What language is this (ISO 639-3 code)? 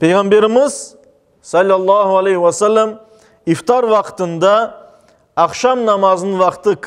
crh